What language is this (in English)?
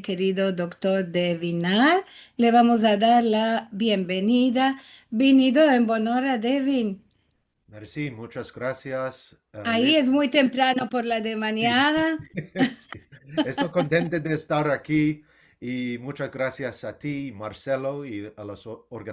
Ladino